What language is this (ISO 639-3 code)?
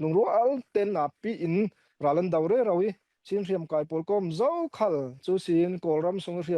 cfm